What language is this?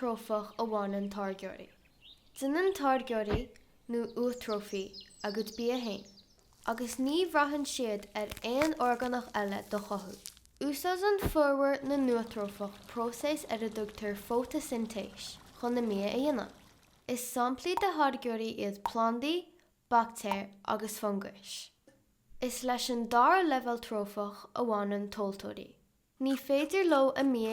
Irish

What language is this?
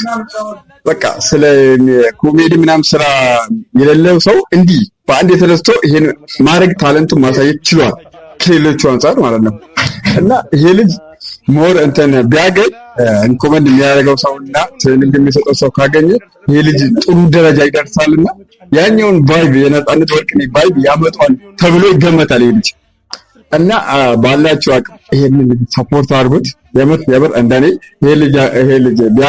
Amharic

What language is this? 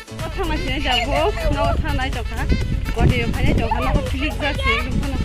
Kok Borok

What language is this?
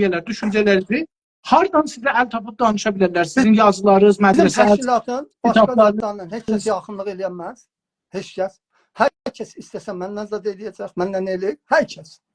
South Azerbaijani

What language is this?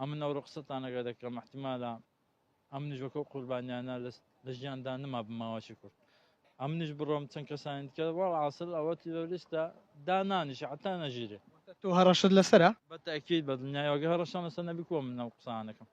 Central Kurdish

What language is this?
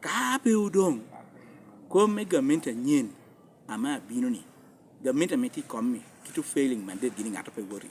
Lango (Uganda)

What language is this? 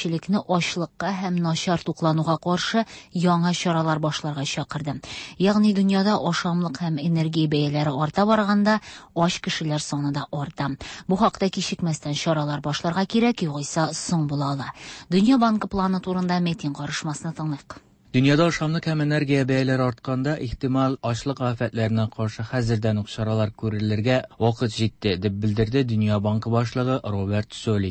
Tatar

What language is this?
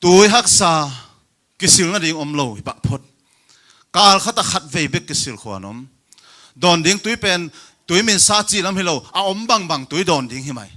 Tedim Chin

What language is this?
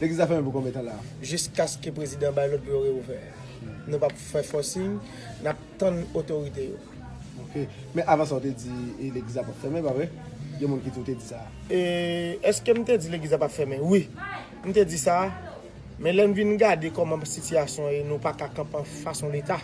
Haitian Creole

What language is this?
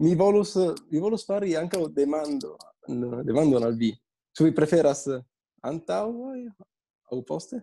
Esperanto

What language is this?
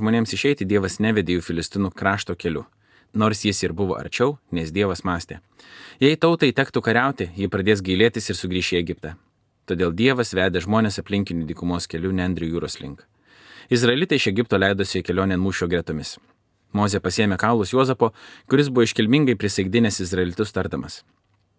Lithuanian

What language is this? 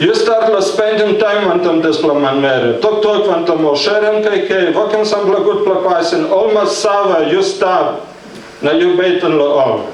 Tok Pisin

